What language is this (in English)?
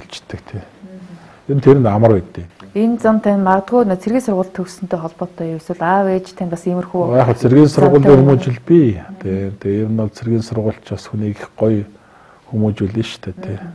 Mongolian